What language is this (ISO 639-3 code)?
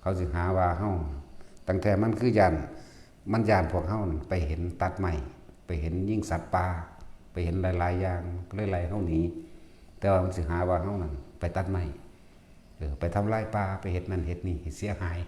tts